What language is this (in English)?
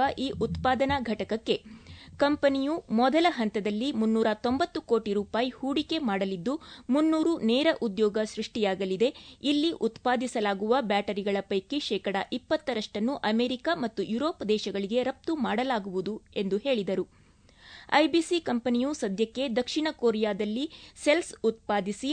Kannada